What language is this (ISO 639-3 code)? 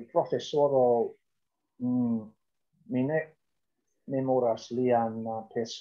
epo